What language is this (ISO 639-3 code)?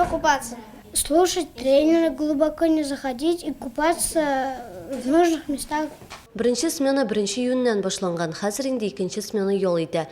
tat